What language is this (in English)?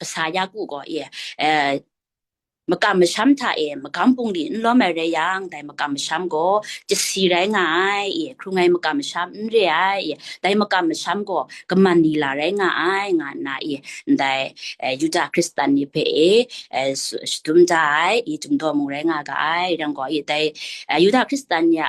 Kachin